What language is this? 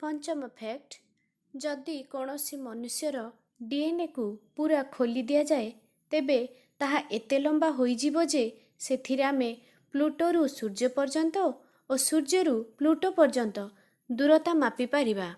Odia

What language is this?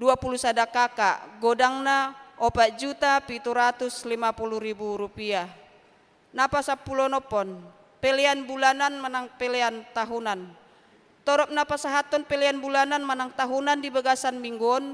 Batak Toba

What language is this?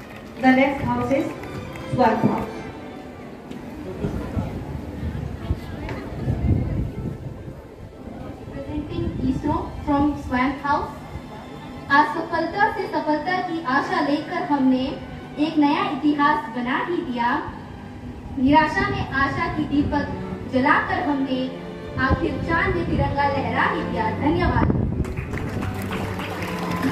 Hindi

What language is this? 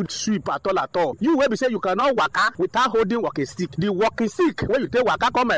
Nigerian Pidgin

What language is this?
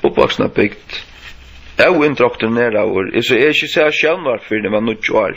Faroese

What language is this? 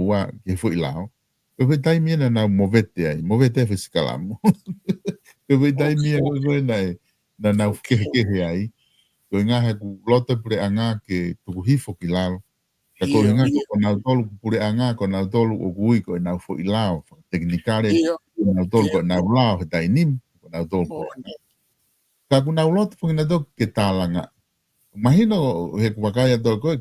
Tongan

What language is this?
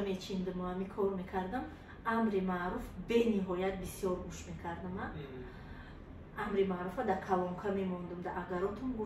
Tajik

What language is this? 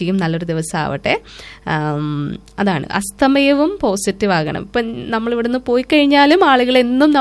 Malayalam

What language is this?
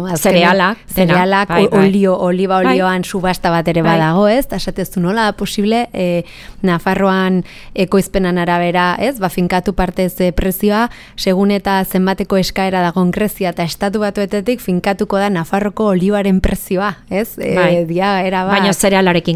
Basque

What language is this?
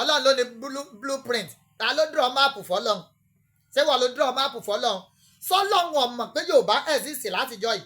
Yoruba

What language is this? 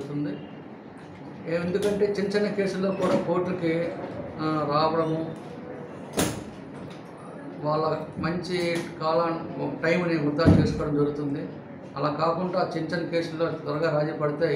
Telugu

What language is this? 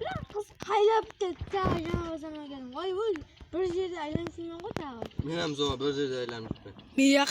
Kara-Kalpak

